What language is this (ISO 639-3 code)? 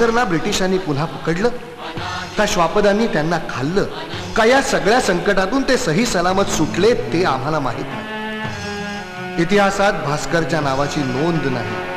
mar